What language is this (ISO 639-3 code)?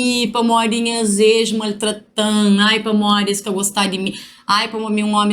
kea